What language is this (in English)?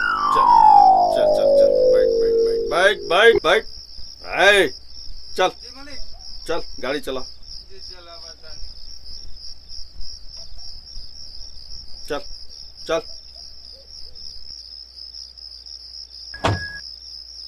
Bhojpuri